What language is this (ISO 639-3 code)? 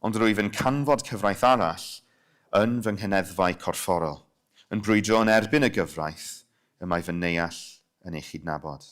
cym